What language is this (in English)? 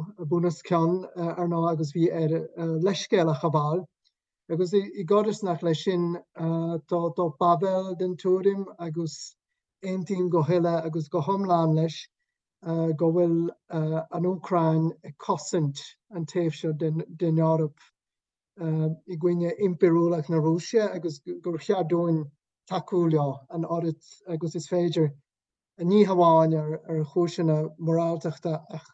Irish